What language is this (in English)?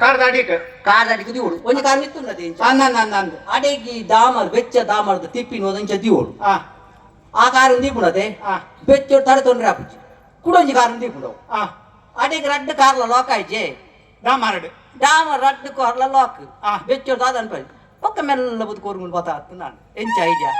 Tulu